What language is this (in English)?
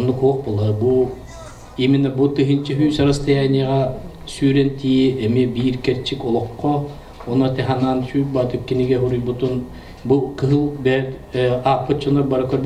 Yakut